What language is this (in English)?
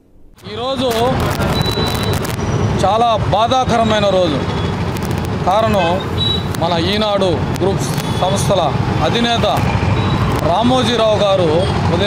Telugu